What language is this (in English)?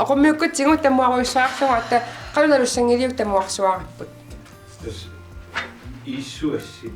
Kalaallisut